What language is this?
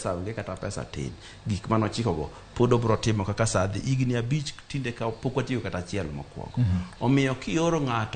Luo (Kenya and Tanzania)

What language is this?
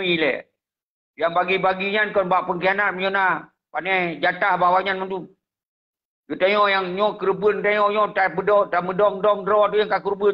Achinese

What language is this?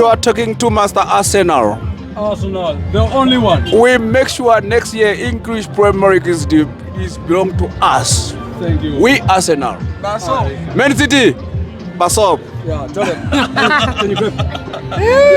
Herero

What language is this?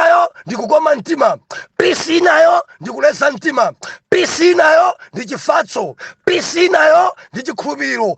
Nyanja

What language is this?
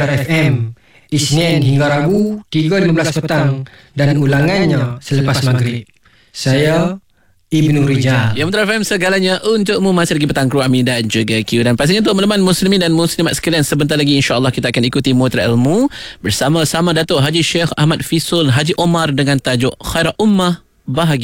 Malay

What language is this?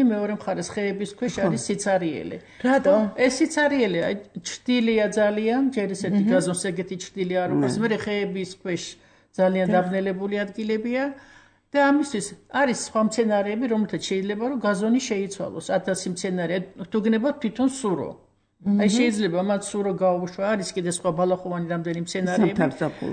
Georgian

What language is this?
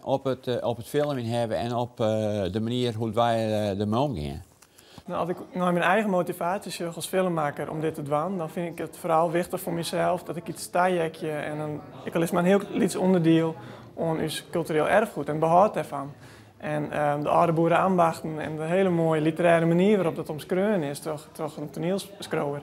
Western Frisian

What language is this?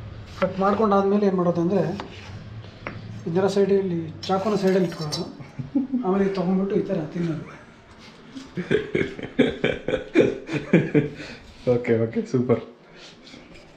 Kannada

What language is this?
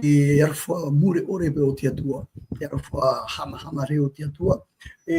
Tahitian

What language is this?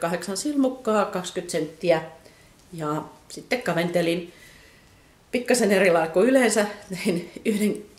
Finnish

